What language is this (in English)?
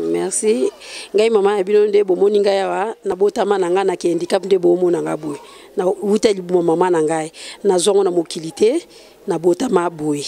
Lingala